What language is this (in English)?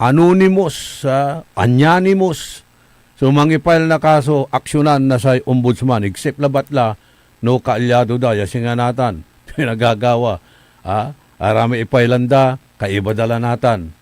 Pangasinan